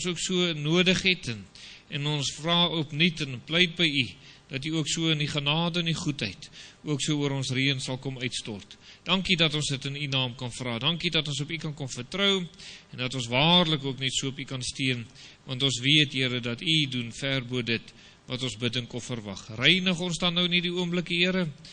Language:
Afrikaans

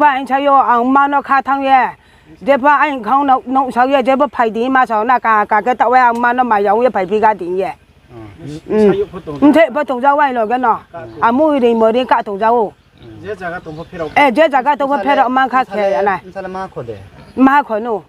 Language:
Riang (India)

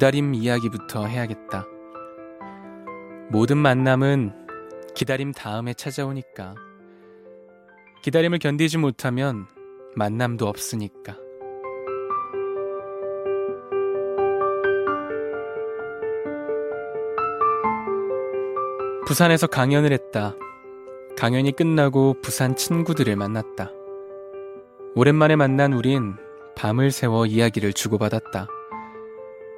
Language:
Korean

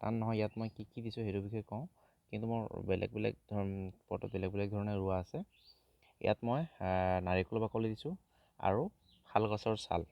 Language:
Assamese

